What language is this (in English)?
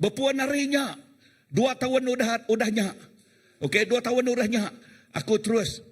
Iban